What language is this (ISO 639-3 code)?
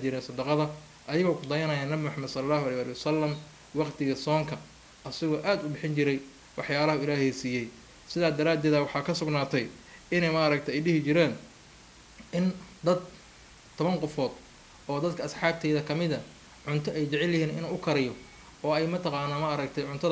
som